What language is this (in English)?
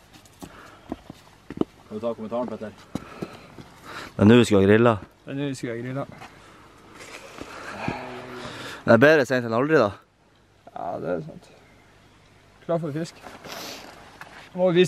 Norwegian